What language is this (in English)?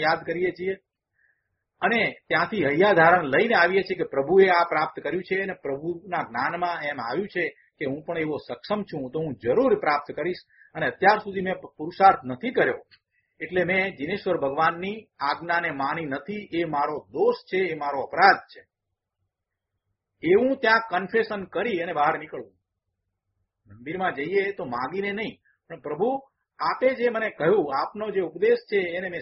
Gujarati